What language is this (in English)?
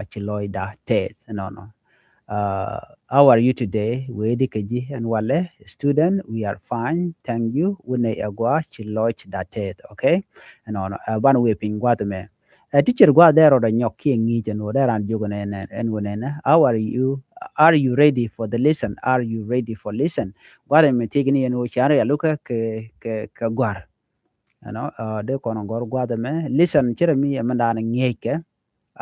Nuer